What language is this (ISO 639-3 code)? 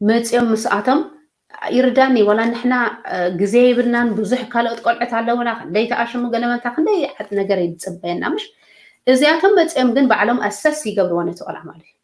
tir